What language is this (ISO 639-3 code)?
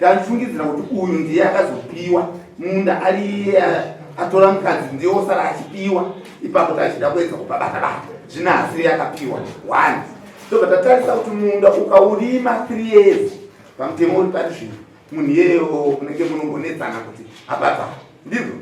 sna